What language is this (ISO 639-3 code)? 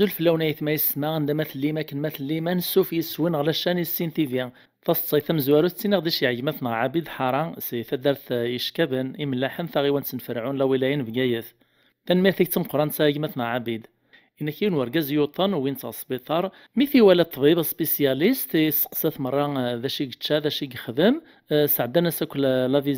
kab